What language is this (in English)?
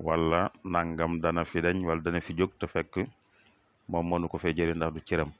Wolof